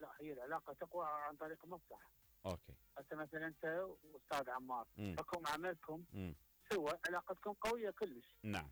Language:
Mesopotamian Arabic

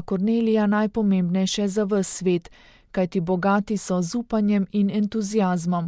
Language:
Slovenian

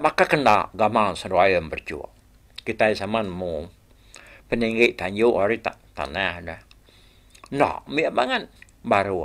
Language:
Iban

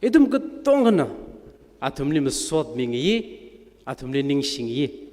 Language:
Tangkhul Naga (India)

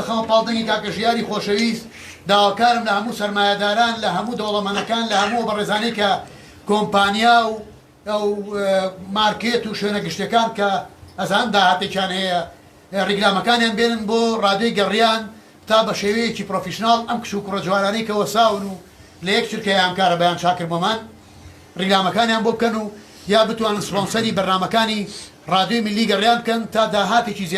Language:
Central Kurdish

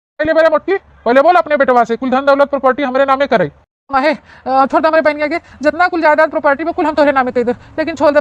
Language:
Awadhi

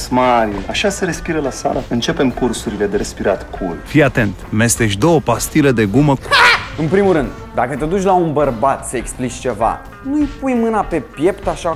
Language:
Romanian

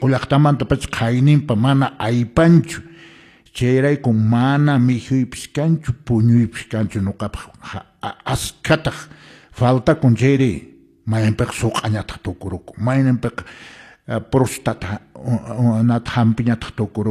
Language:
Quechua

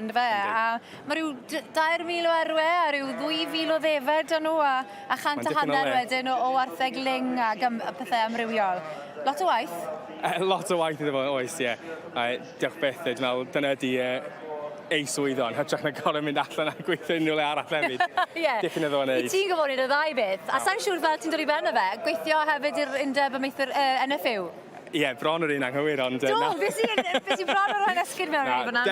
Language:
Welsh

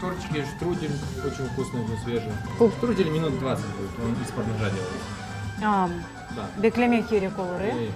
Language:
Crimean Tatar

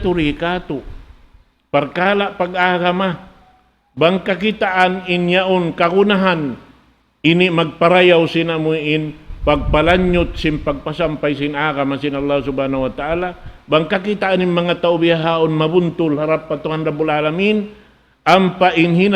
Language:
Tausug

